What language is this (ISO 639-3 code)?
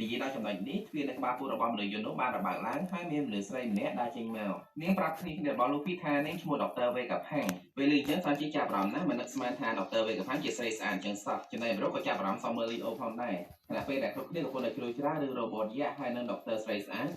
khm